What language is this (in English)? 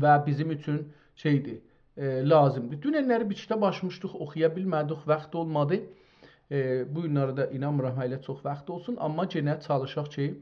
South Azerbaijani